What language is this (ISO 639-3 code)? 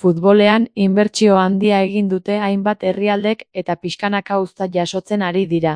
eus